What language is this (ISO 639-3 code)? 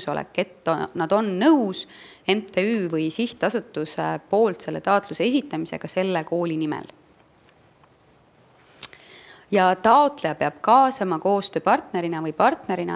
est